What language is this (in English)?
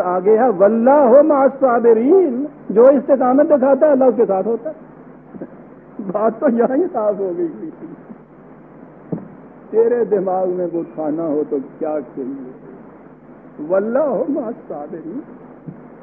Urdu